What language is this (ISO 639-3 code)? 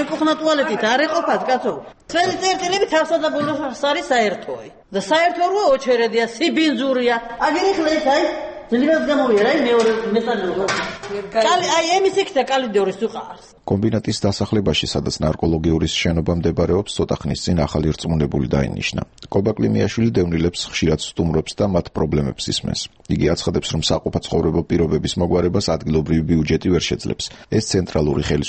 kat